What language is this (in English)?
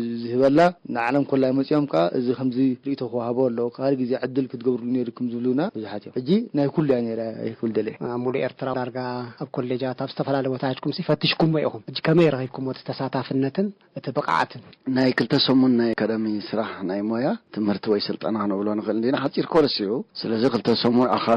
Tigrinya